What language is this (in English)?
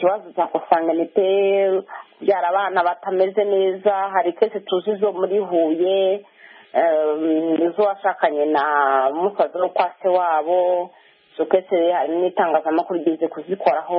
Kinyarwanda